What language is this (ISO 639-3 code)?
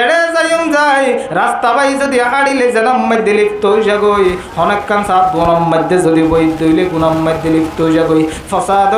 rhg